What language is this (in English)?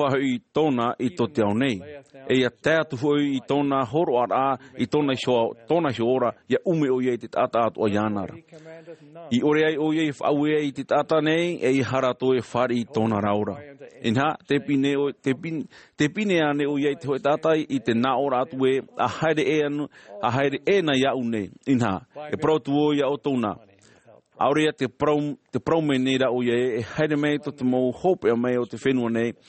Tahitian